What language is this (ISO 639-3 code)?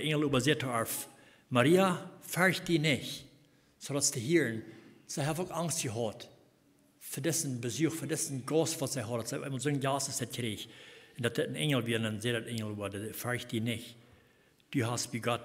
pdt